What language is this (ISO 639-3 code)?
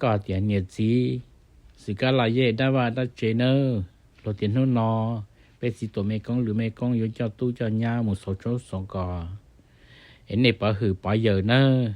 hmn